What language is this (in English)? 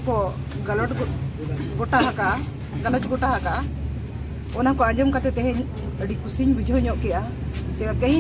Santali